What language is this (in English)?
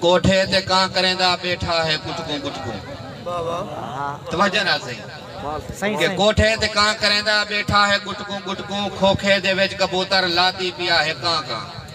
Saraiki